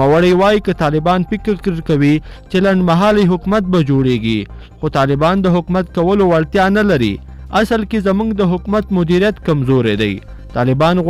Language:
Pashto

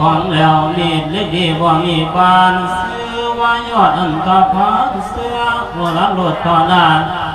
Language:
Lao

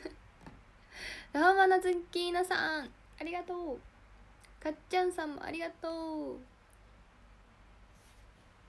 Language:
Japanese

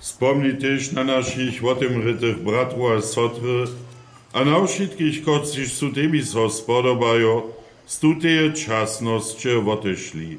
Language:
Upper Sorbian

